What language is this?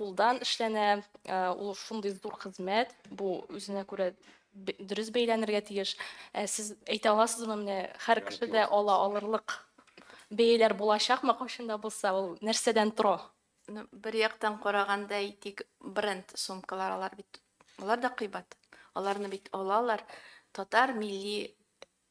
Tatar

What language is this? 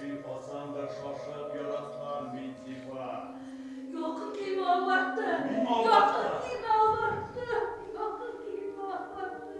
Bashkir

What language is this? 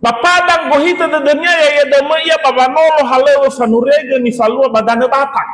Nias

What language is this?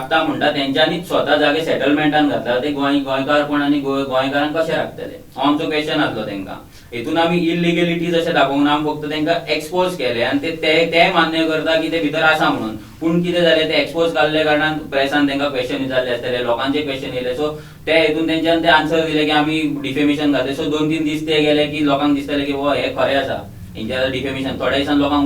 Konkani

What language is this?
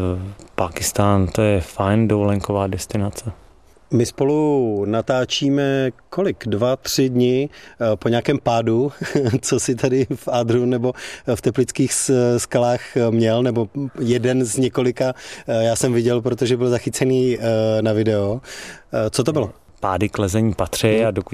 Czech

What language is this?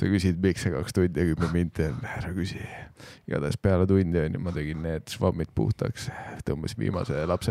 Estonian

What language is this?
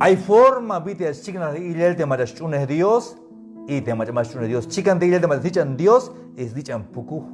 Tzeltal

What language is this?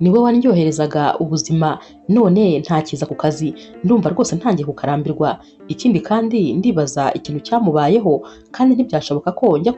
Kinyarwanda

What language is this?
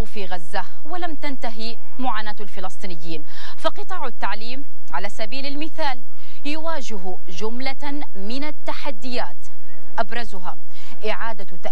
Arabic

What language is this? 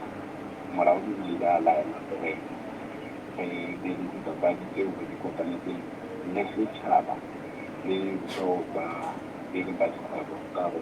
Southern Sotho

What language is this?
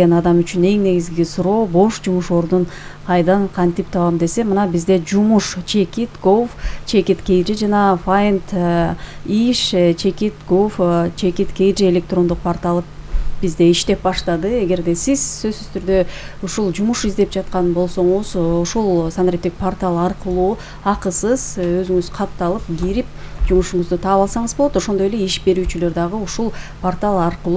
Kyrgyz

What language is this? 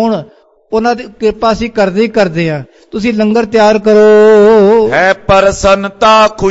Punjabi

